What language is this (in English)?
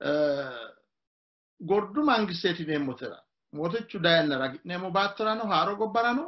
Sidamo